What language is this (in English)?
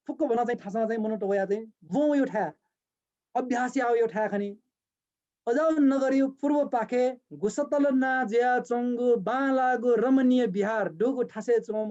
Newari